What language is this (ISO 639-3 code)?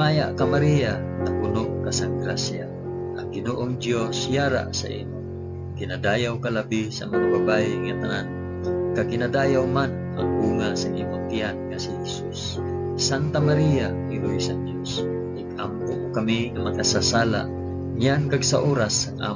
hil